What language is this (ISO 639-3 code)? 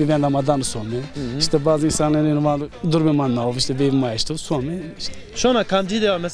zza